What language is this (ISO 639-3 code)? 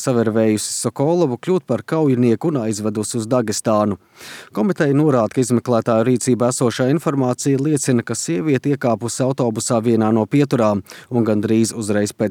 lav